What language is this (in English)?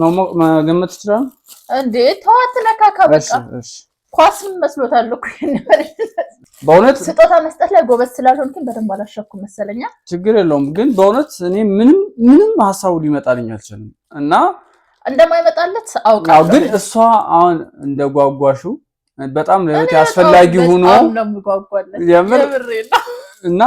Amharic